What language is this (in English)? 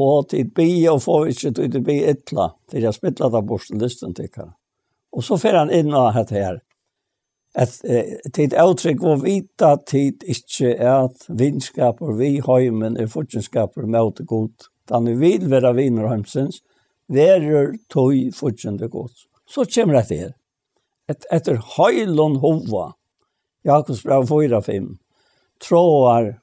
Faroese